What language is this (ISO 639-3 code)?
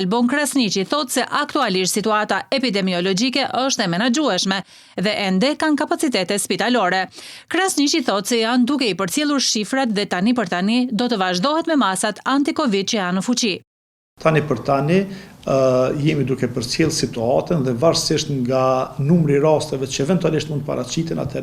sqi